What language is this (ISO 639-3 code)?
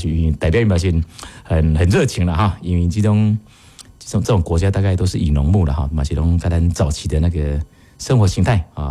nan